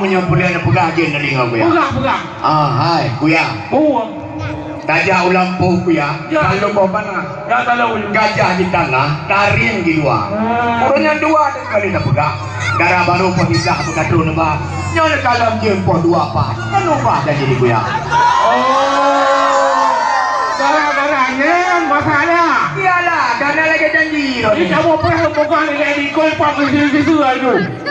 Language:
Achinese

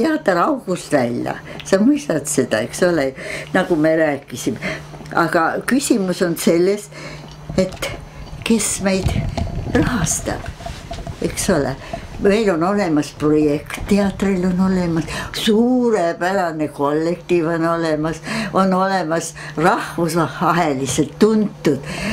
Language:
Estonian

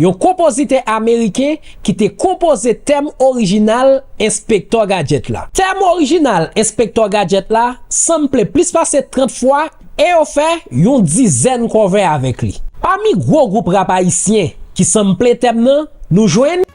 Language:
Haitian Creole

